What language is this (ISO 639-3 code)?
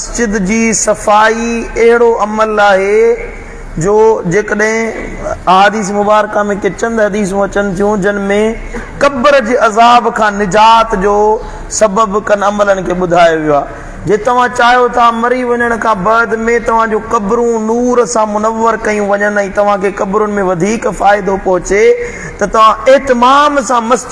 snd